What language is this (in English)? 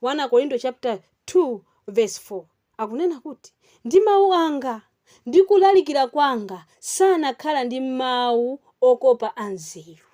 Nyanja